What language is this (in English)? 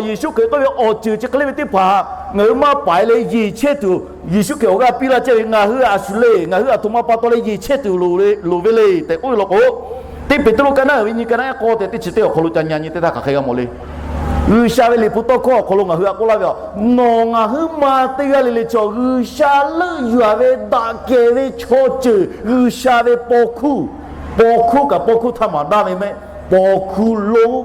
Lahu